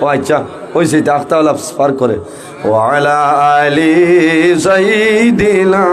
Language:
Sylheti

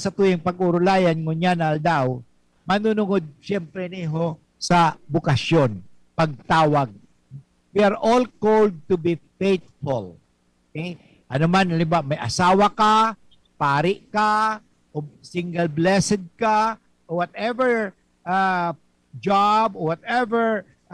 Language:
Bikol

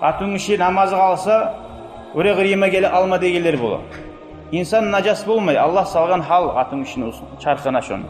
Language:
Kumyk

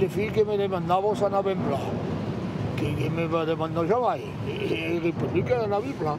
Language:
Occitan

